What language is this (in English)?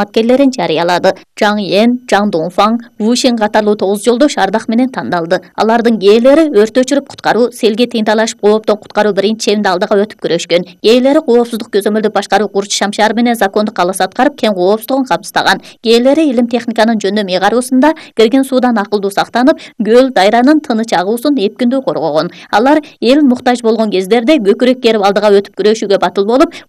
Kyrgyz